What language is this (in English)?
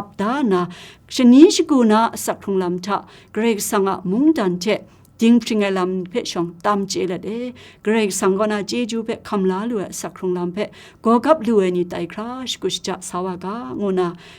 Kachin